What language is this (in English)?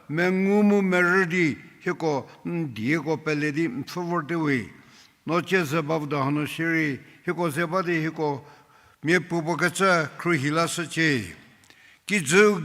Angami Naga